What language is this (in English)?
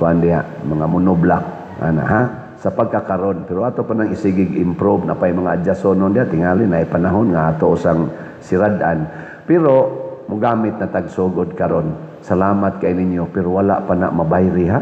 Cebuano